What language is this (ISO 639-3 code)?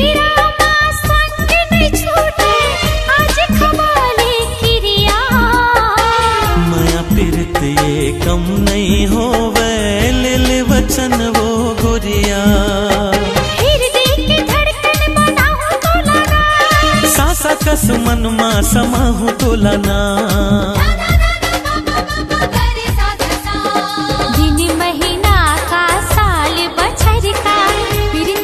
hne